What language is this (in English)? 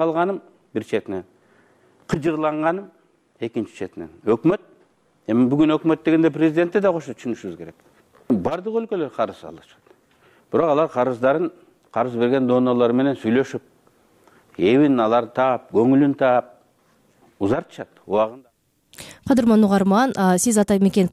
Kyrgyz